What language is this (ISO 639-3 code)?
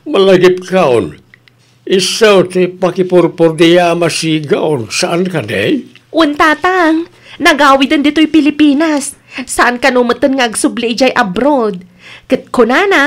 ilo